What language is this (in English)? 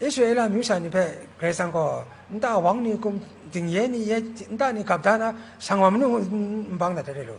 Kachin